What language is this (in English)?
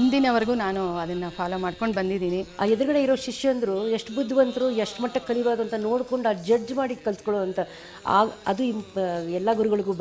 Kannada